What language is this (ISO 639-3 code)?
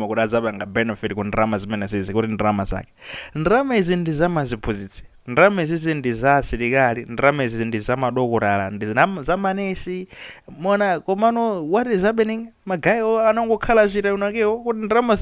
nya